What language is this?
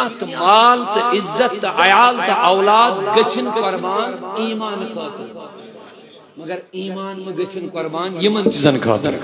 Kashmiri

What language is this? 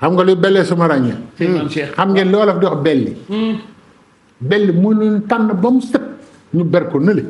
Wolof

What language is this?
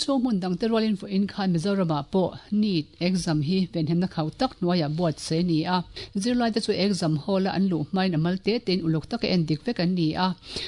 Mizo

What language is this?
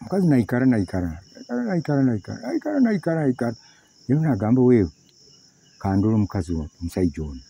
Nyoro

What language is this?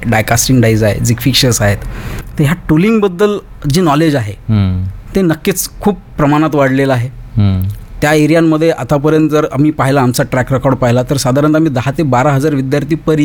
Marathi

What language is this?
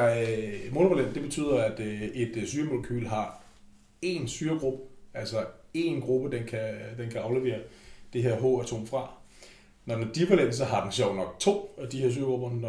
Danish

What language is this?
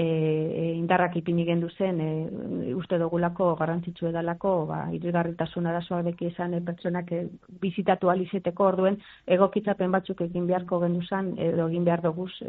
Basque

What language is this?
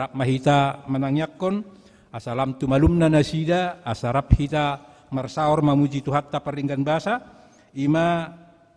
Batak Toba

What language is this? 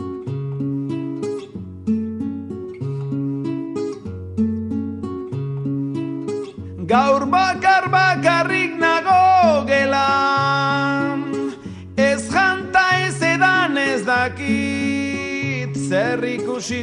Basque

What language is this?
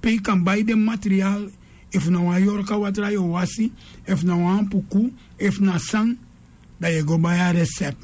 Sranan Tongo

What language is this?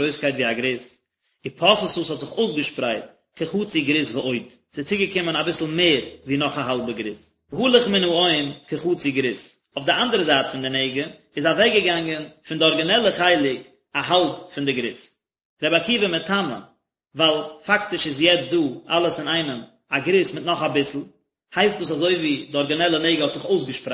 Yiddish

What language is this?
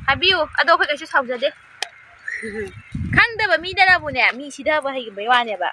Manipuri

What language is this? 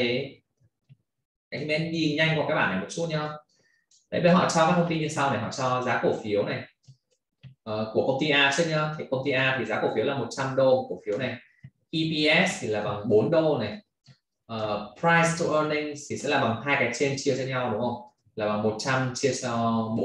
Vietnamese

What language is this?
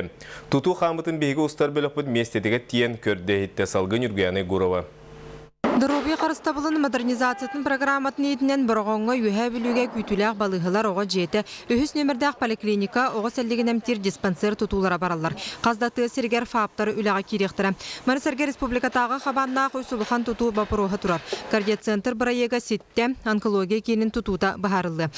Yakut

